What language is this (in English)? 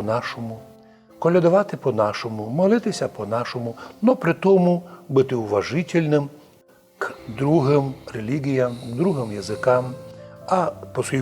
Rusyn